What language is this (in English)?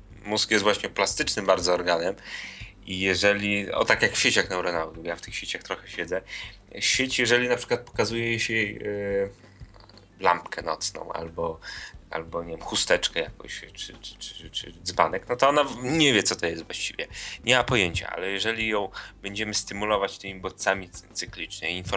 Polish